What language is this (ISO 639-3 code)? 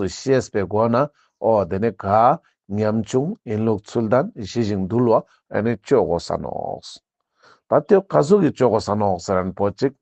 lbj